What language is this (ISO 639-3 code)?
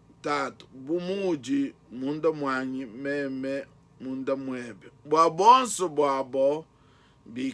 lua